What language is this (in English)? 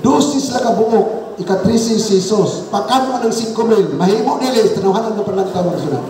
Cebuano